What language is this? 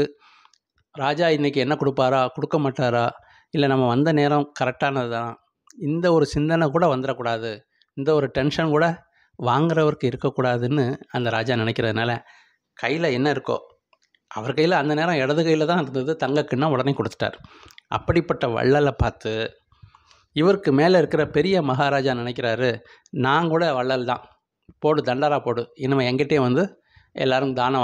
Tamil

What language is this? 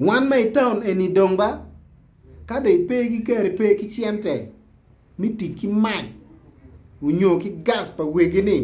Acoli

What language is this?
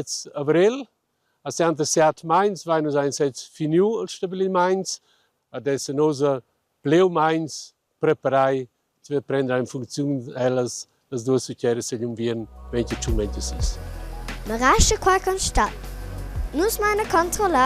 Romansh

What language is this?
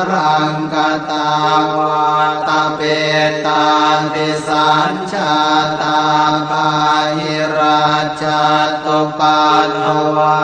Pali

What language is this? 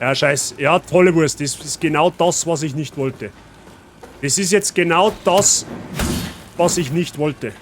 Bavarian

